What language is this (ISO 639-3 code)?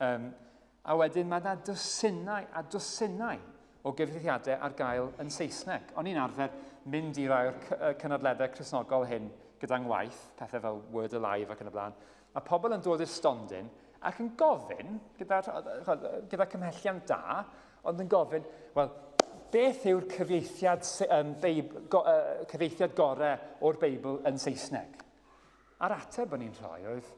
cym